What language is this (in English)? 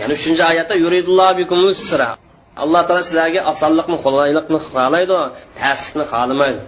Uyghur